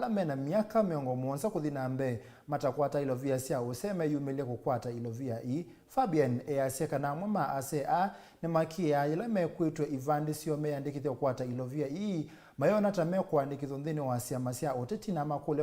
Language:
Kamba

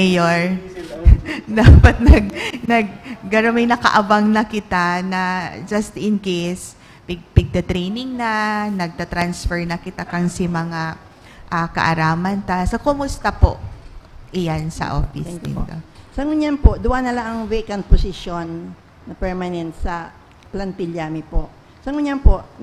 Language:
Bikol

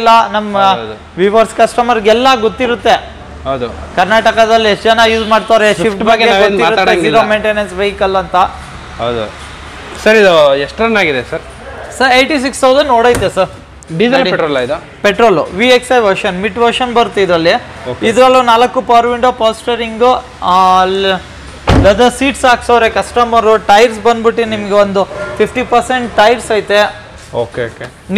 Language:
Kannada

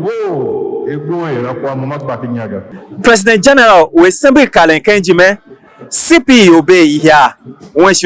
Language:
Tiv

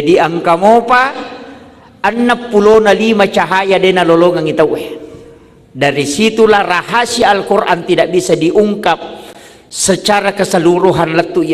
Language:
Buginese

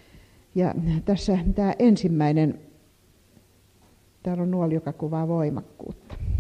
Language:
Finnish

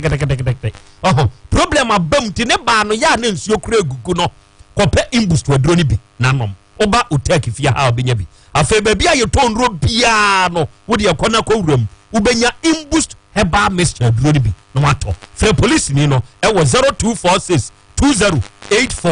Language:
Akan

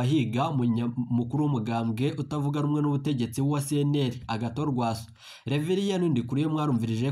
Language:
Rundi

